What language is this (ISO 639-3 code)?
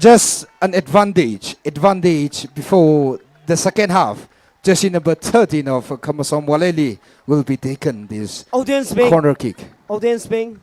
nmf